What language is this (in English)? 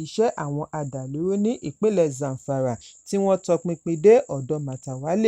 Yoruba